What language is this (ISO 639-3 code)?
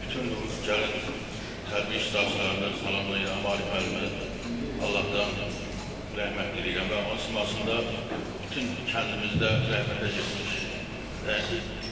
aze